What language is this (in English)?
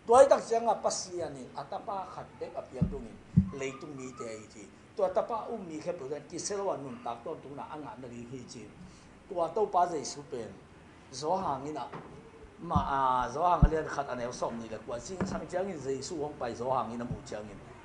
Tedim Chin